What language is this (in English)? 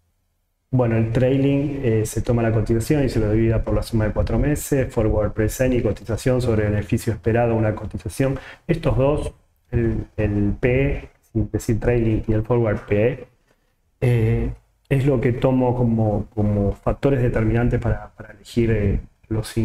Spanish